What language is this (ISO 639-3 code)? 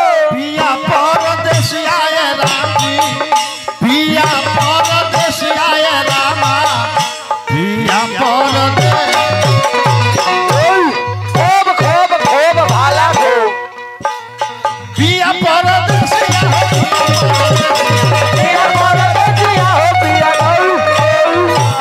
bho